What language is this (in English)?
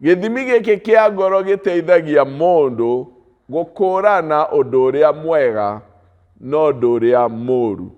Kikuyu